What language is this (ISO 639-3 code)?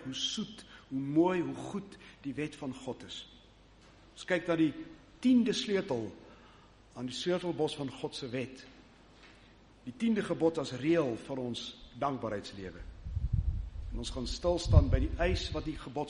afr